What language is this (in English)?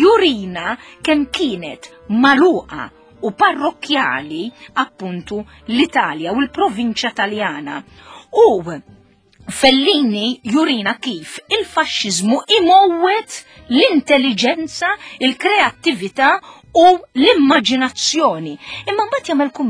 Maltese